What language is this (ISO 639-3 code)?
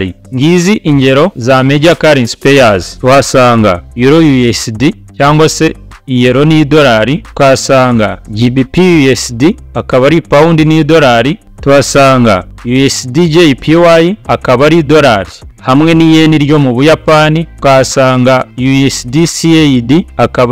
kin